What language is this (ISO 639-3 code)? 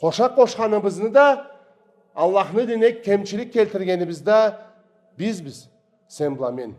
krc